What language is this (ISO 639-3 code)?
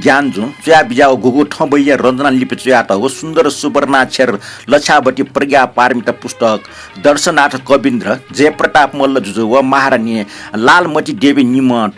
new